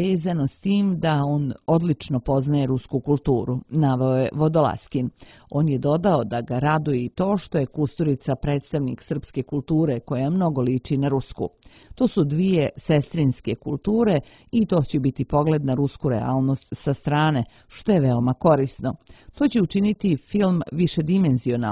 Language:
Serbian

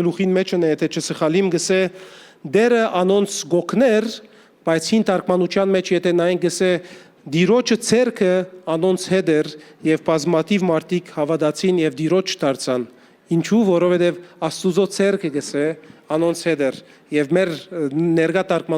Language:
Western Armenian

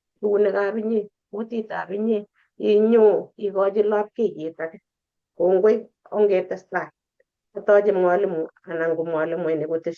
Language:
Kalenjin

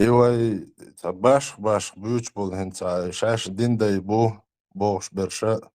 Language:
Chechen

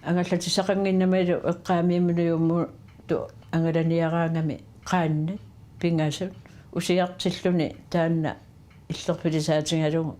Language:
Kalaallisut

